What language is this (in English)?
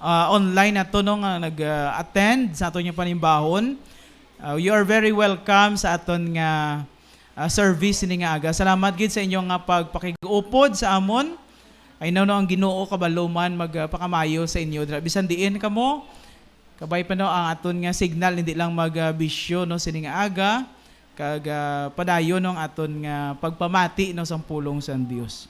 Hiligaynon